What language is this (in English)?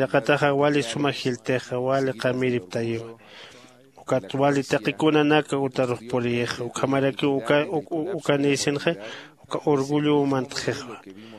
Aymara